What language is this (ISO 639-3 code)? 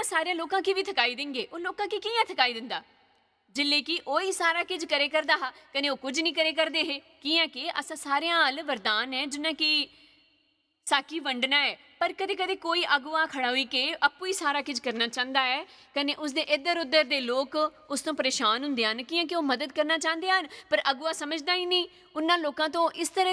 doi